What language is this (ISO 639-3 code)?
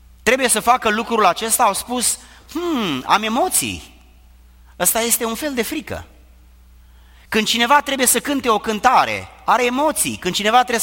ron